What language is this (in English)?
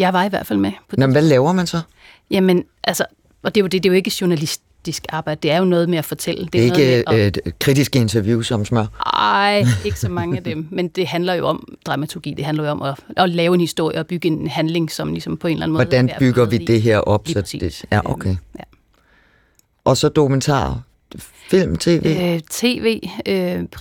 Danish